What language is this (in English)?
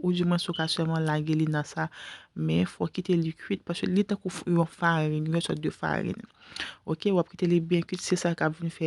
Haitian Creole